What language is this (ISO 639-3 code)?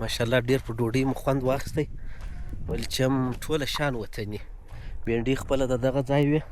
pus